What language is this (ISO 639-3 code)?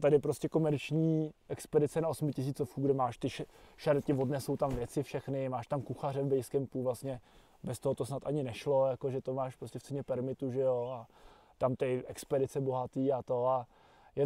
ces